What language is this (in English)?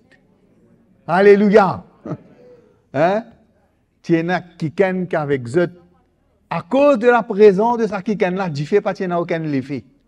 Morisyen